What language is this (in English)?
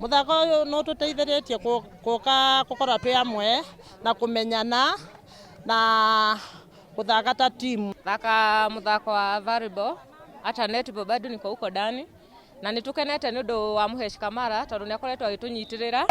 Kikuyu